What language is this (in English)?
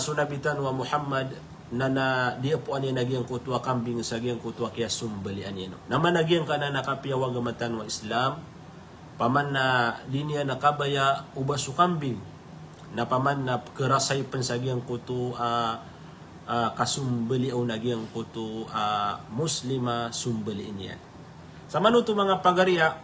Maranao